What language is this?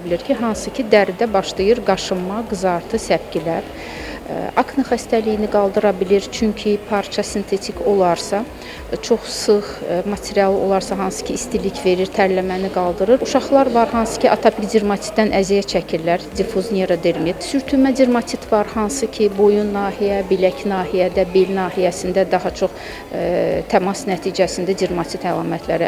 Azerbaijani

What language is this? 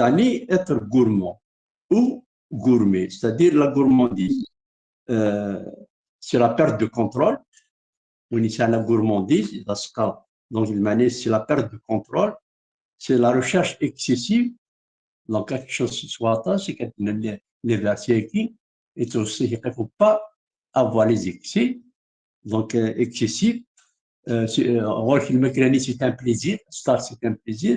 Kabyle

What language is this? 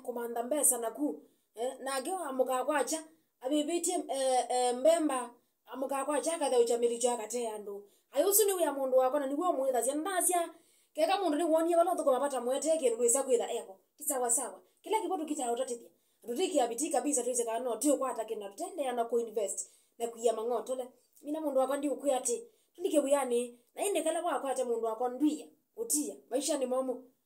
Kamba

